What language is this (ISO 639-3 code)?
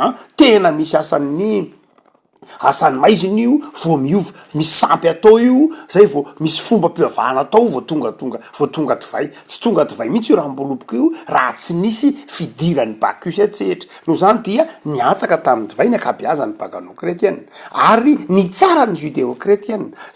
mlg